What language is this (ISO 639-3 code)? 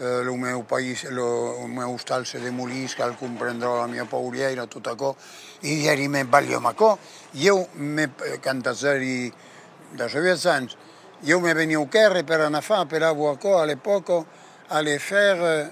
oci